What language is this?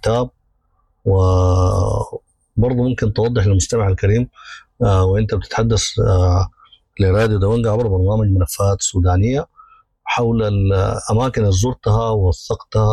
Sudanese Arabic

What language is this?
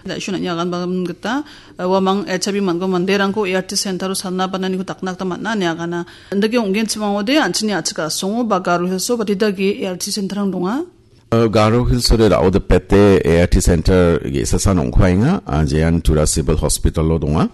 Garo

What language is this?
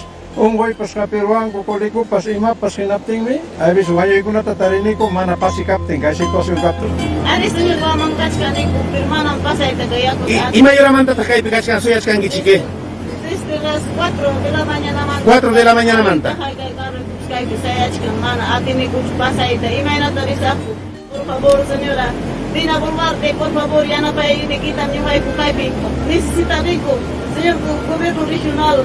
Ayacucho Quechua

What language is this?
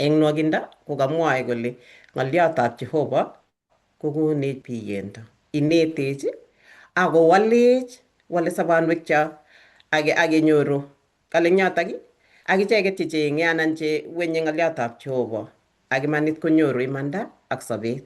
Kalenjin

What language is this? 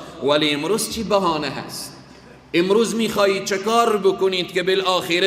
Persian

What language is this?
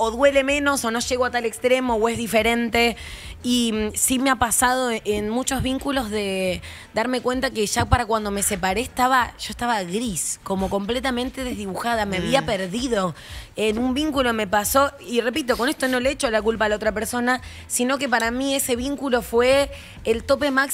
Spanish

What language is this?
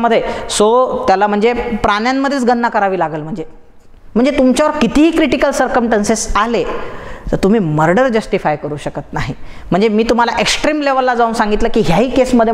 Marathi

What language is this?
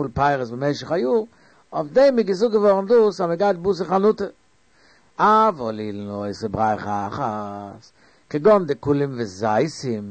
Yiddish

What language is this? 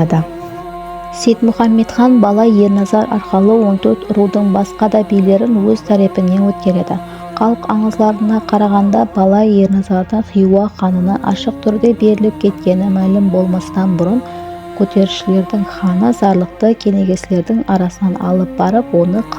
Kara-Kalpak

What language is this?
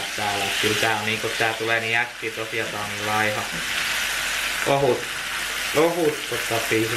Finnish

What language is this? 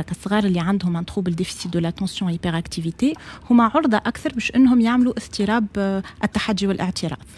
Tunisian Arabic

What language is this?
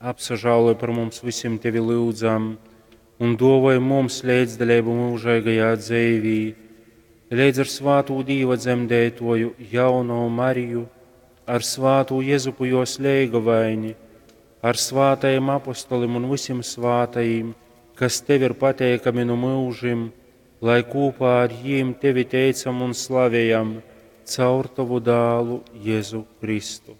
Latgalian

